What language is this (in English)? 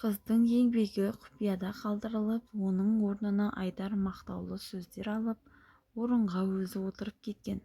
Kazakh